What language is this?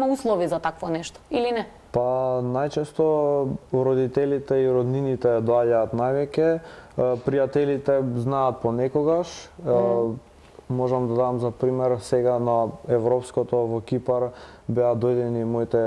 Macedonian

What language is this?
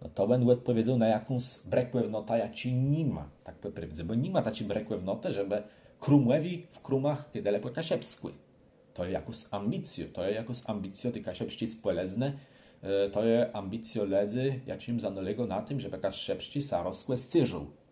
Kashubian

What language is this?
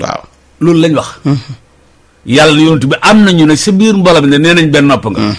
Wolof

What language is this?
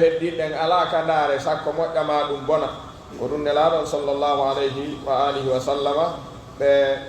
Pular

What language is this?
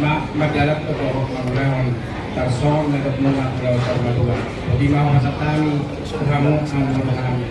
Batak Toba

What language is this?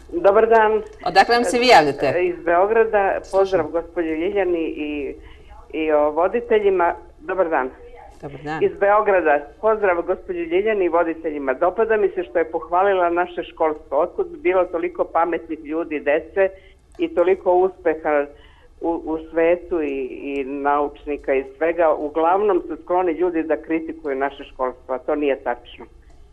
Serbian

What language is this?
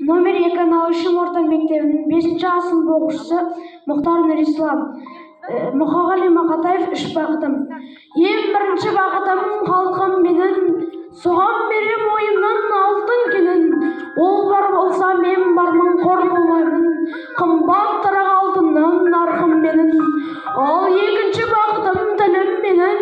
Kazakh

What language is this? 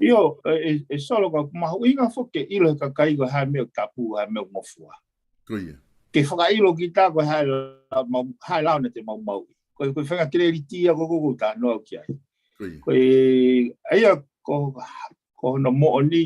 Tongan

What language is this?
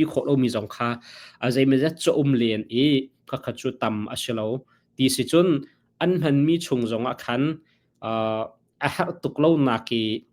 Hakha Chin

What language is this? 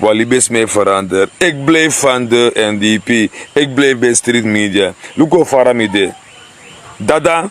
Sranan Tongo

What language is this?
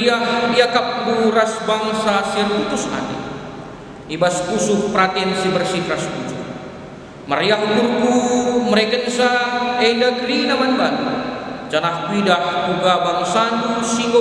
Batak Karo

